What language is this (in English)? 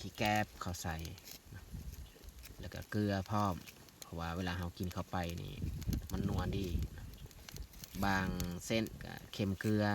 Lao